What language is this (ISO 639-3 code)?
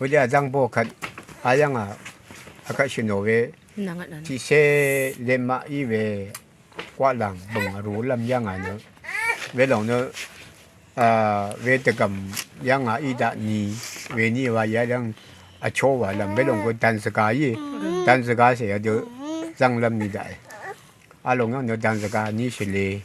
raw